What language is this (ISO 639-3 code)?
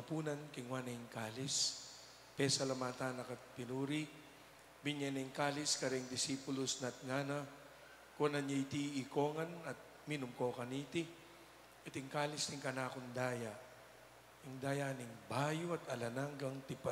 pam